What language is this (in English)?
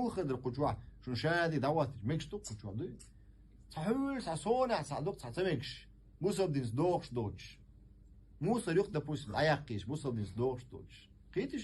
Chechen